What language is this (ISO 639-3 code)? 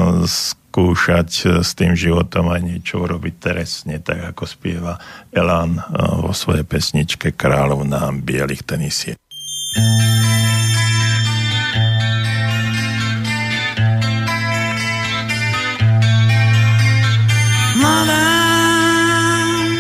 slk